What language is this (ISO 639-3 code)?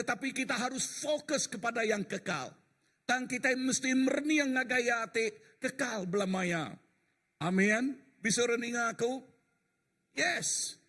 iba